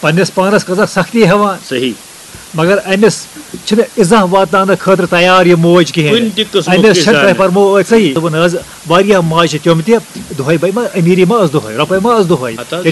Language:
Kashmiri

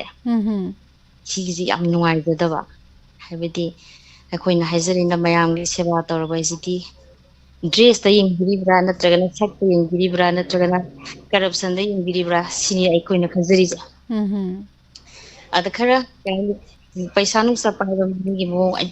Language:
Manipuri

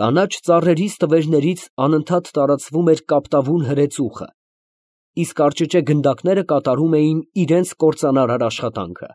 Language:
Armenian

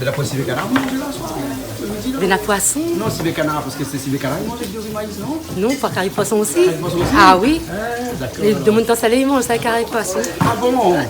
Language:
Réunion Creole French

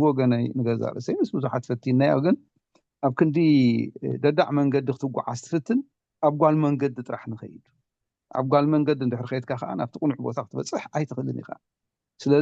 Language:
Tigrinya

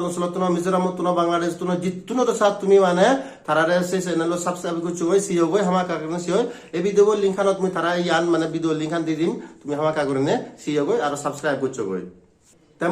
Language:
Chakma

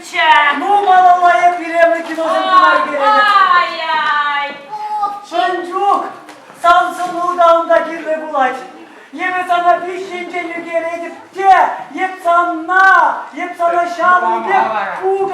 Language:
Chuvash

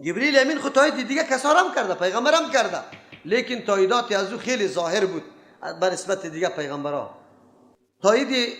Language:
Persian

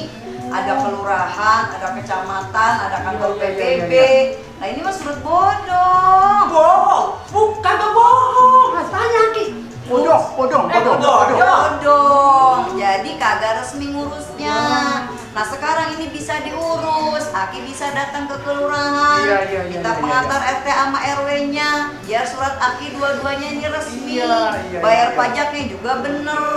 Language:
Betawi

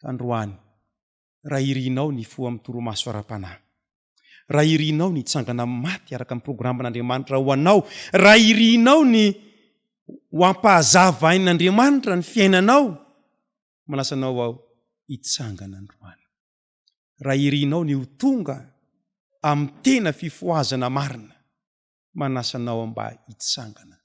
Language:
Malagasy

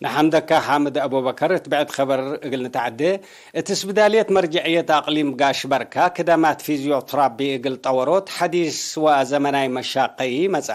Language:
Tigre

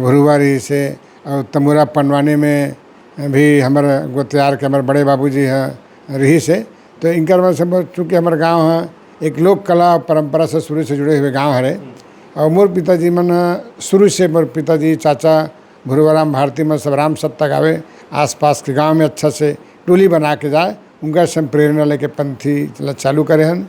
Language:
Chhattisgarhi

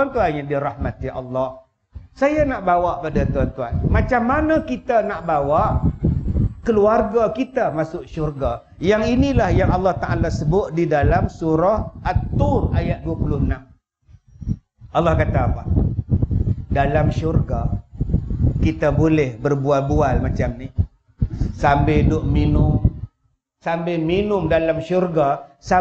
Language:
Malay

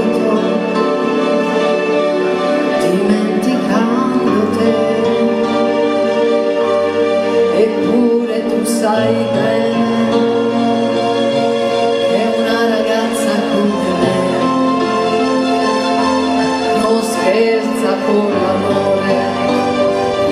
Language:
Italian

